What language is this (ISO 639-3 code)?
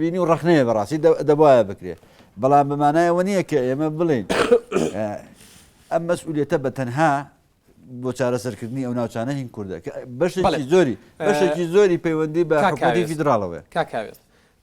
ckb